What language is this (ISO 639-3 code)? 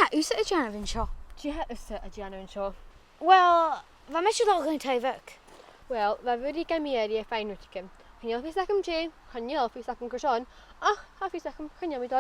gla